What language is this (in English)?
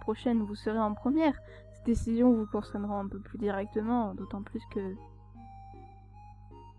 French